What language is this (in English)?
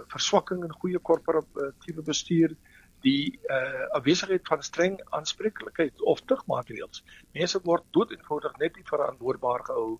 Afrikaans